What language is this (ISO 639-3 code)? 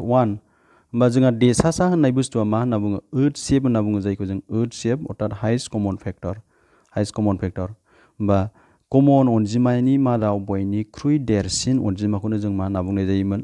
brx